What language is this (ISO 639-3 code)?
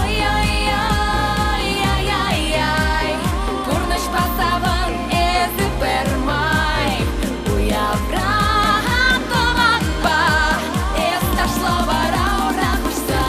chv